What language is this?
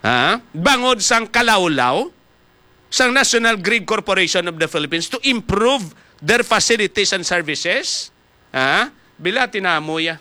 Hiligaynon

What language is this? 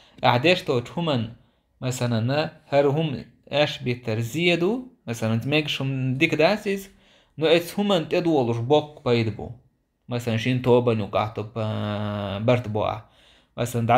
Chechen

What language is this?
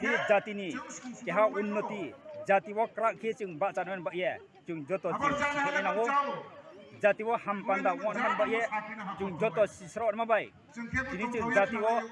Kok Borok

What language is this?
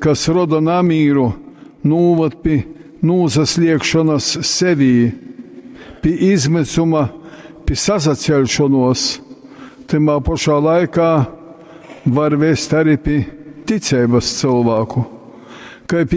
Latgalian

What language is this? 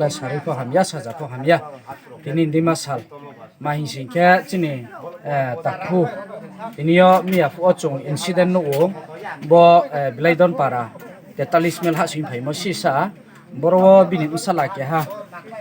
Riang (India)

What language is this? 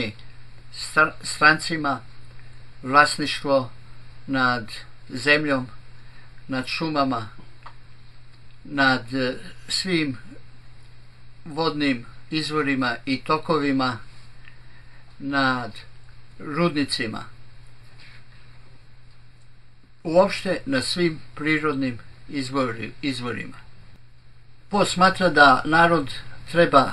Serbian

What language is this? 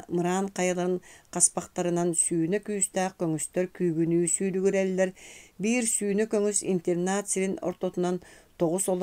Yakut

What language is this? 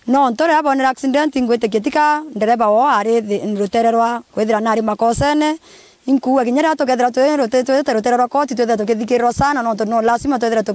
Meru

